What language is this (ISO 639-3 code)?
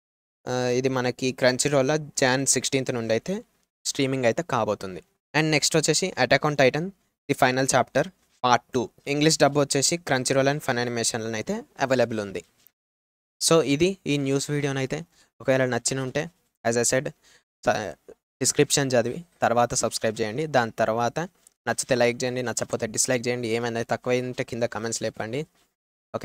tel